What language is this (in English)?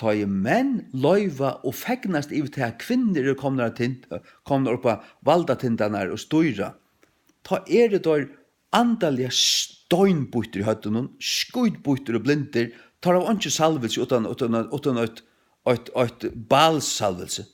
Faroese